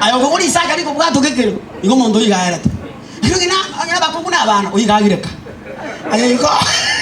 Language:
Gusii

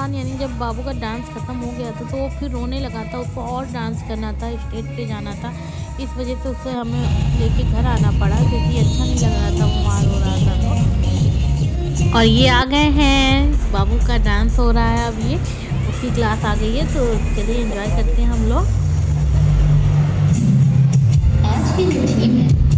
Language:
Hindi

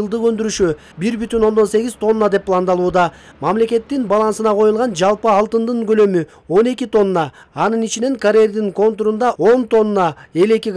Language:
Kyrgyz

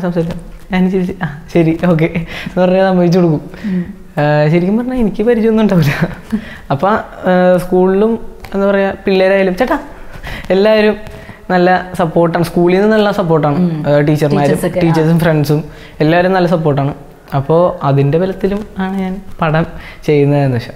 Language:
Malayalam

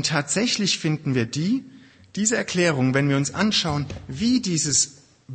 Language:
German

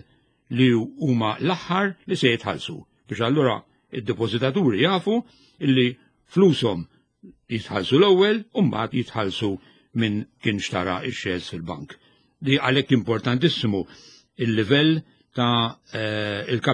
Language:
Maltese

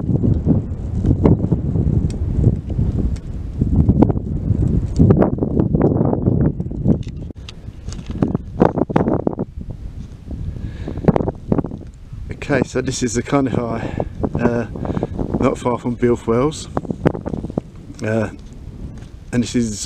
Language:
English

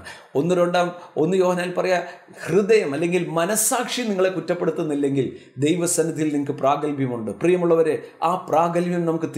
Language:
Malayalam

